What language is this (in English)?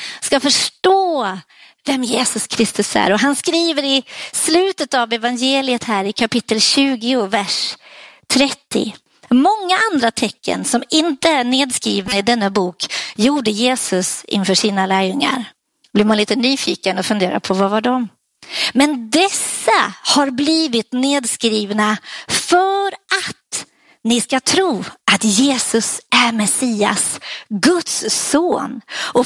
Swedish